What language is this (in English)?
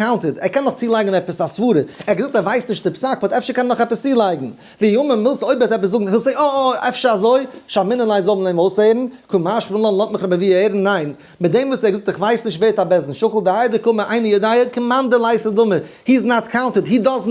Yiddish